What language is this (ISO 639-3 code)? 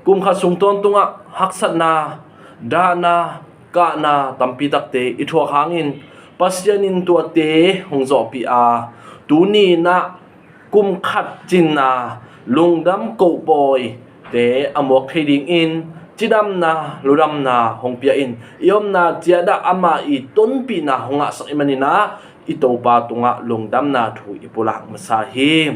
ctd